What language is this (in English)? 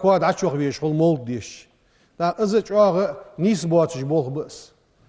Ingush